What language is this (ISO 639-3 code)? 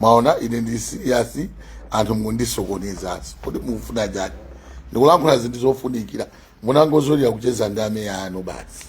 nya